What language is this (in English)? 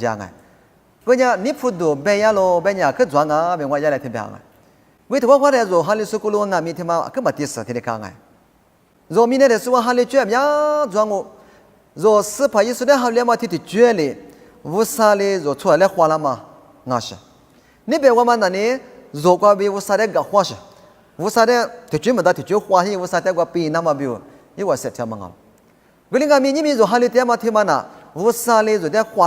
Lisu